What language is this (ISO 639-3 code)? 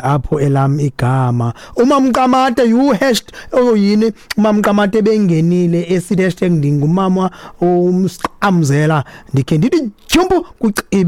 xho